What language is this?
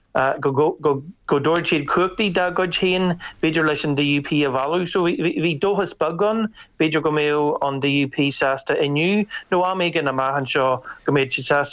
Irish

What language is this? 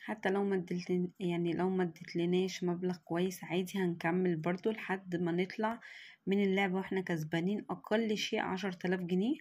Egyptian Arabic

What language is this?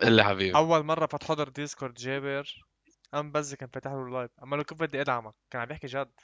North Levantine Arabic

